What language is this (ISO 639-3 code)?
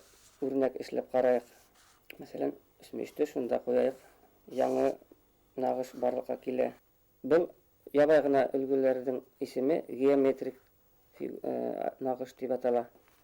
bak